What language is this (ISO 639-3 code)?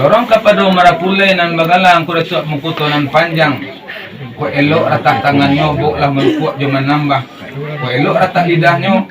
min